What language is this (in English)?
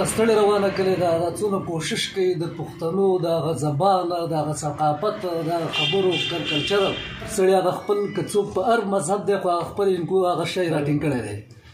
Pashto